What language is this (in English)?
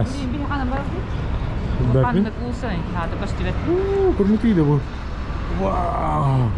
Yakut